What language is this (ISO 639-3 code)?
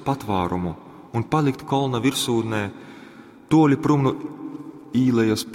ltg